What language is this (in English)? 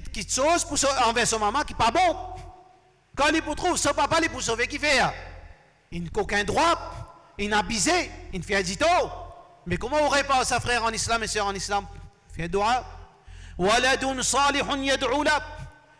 Morisyen